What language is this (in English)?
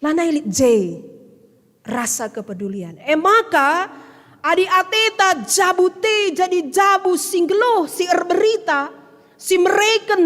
Batak Karo